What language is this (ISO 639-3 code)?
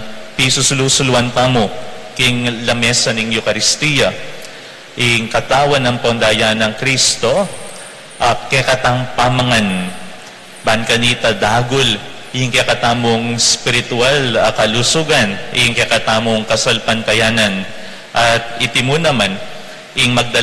pam